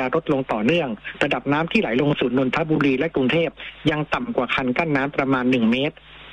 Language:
Thai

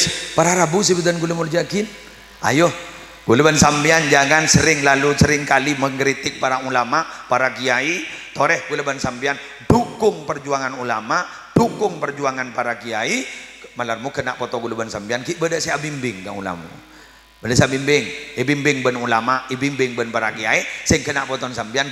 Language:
Madurese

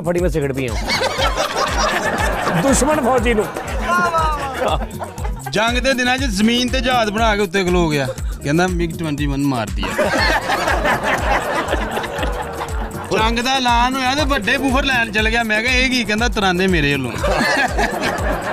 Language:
Punjabi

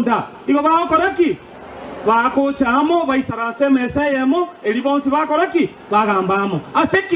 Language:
Gusii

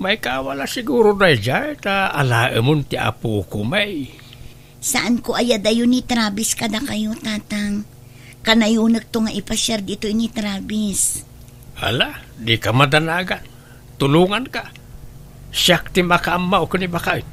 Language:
Iloko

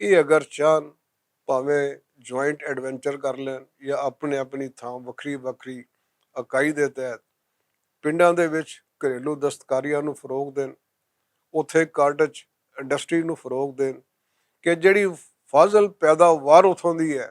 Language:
Western Panjabi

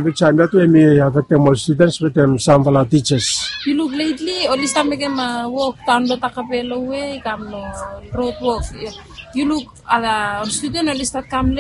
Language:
Bislama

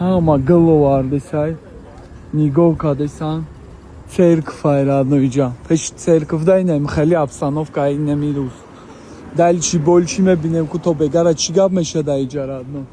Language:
Tajik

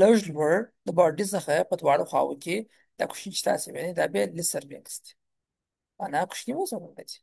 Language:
Pashto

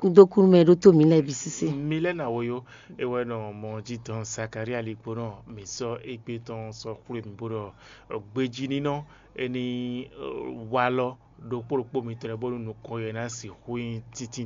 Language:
Fon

